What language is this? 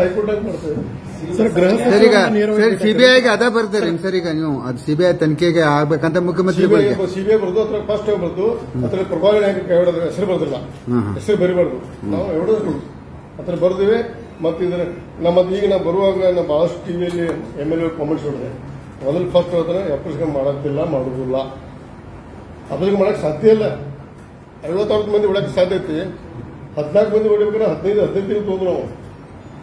Kannada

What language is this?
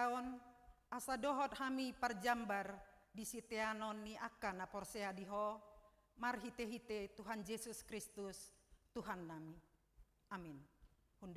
Batak Toba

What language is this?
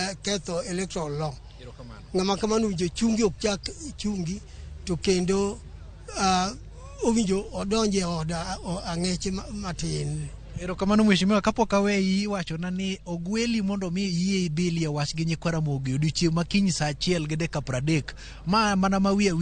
Luo (Kenya and Tanzania)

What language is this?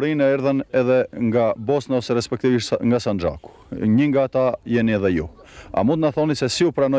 Albanian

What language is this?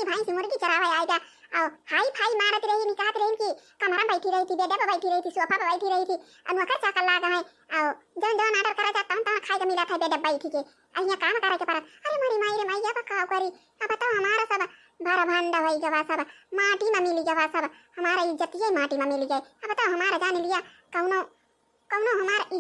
Awadhi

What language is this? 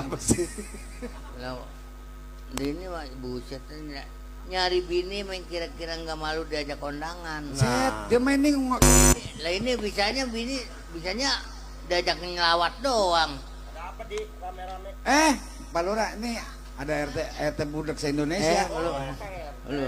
Betawi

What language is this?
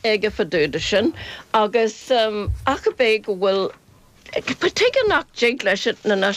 Irish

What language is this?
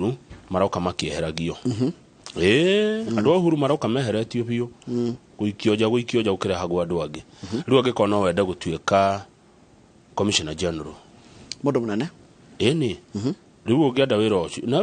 Kikuyu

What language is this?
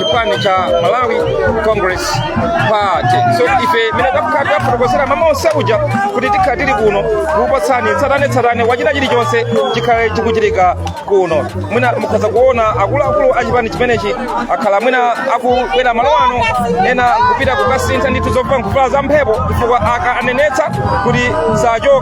Nyanja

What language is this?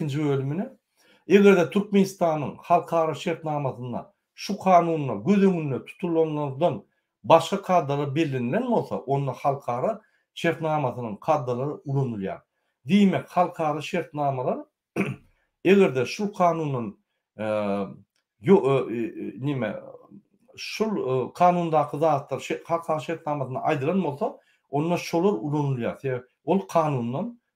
Turkmen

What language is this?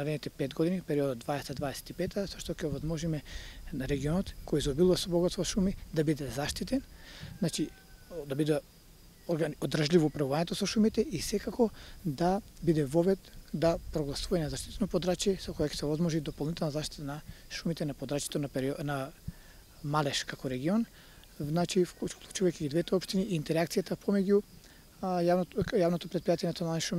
Macedonian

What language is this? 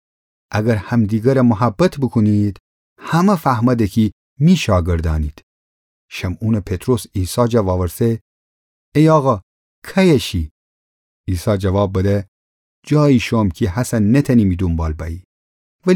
Gilaki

